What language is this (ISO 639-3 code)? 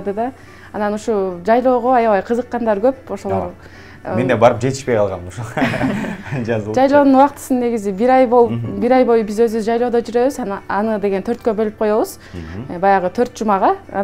kir